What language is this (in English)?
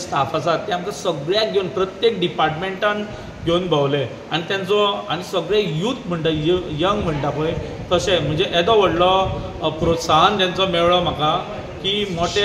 Konkani